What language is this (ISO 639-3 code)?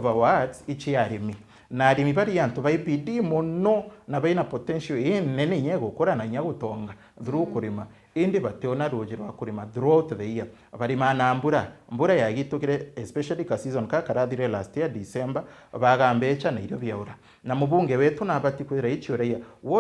mer